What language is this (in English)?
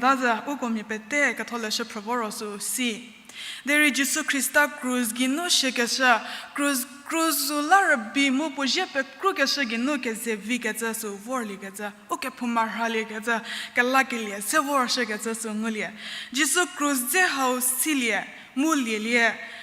Angami Naga